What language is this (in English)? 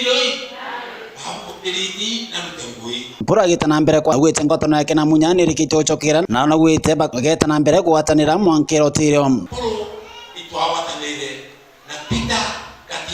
Meru